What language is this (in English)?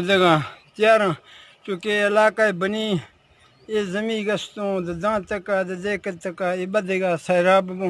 Eastern Balochi